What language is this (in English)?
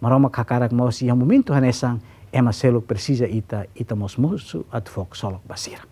Tetum